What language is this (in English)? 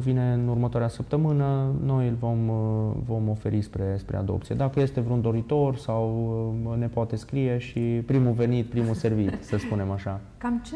Romanian